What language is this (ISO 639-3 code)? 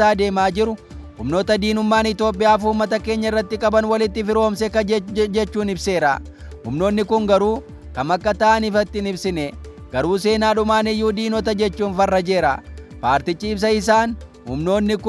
orm